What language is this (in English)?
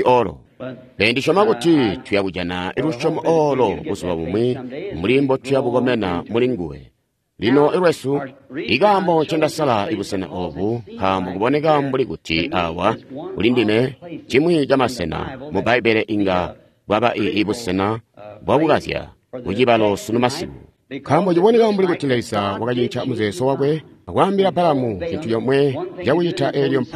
Tonga (Zambia)